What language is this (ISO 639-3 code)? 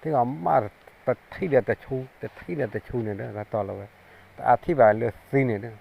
ksw